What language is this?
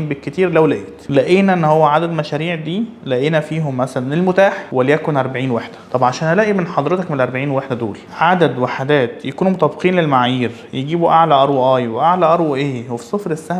Egyptian Arabic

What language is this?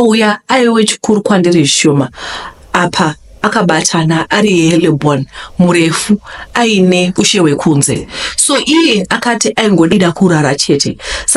Shona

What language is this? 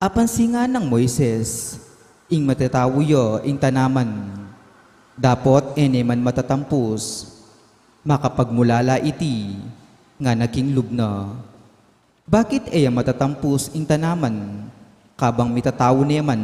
Pampanga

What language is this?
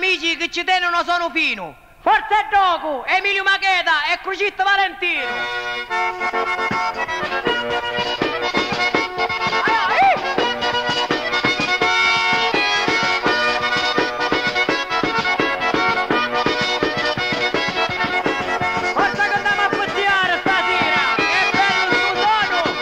Italian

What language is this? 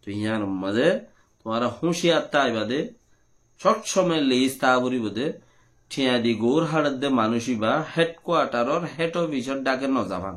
Rohingya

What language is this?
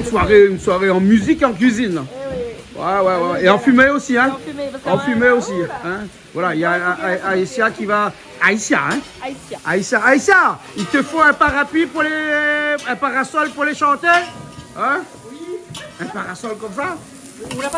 Réunion Creole French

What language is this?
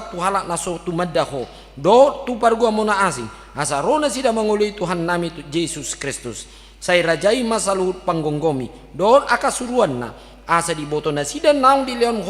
Batak Toba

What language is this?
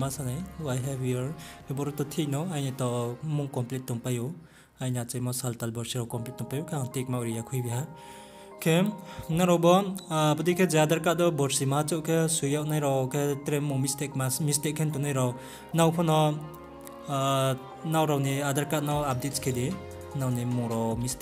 Riang (India)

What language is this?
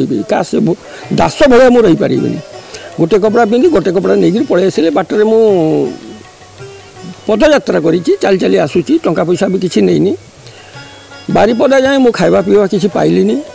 Odia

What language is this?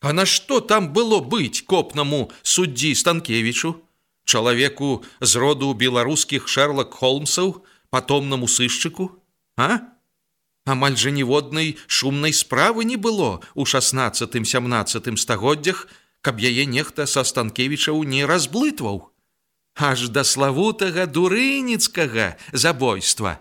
Belarusian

